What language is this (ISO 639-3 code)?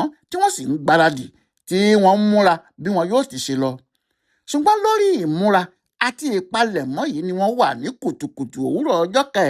yor